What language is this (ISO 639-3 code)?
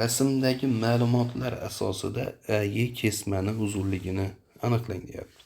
uzb